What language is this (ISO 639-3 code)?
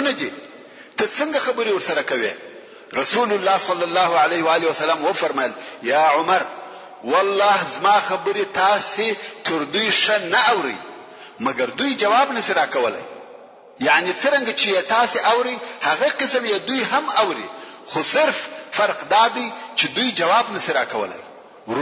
pus